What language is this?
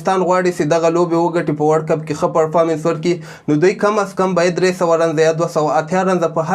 Pashto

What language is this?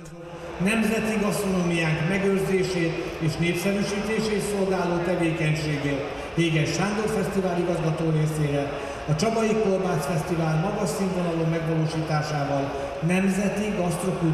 Hungarian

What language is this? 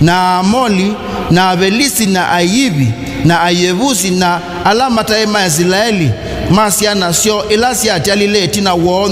Kamba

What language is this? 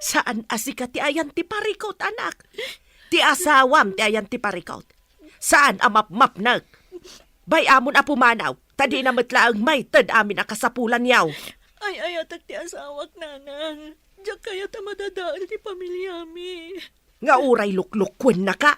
Iloko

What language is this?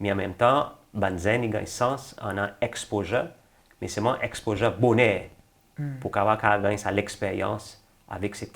Seselwa Creole French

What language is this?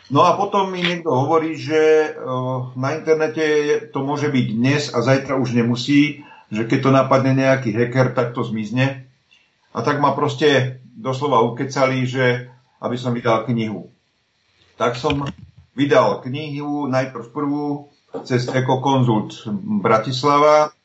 Slovak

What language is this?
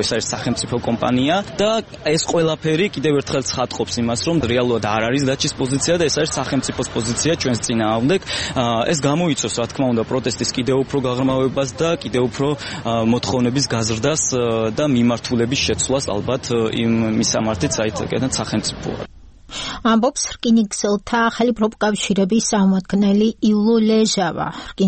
Georgian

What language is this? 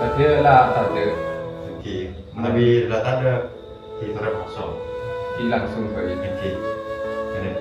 Madurese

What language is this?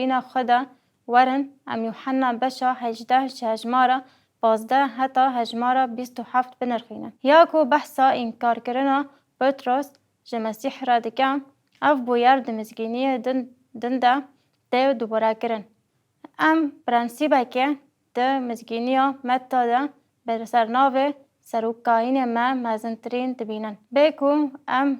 Kurdish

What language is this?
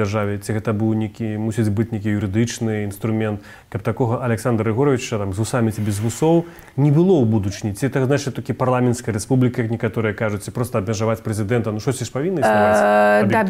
Belarusian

